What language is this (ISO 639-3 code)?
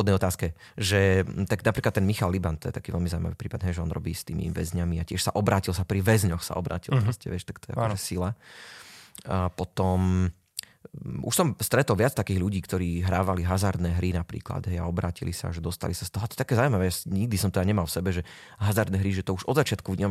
slk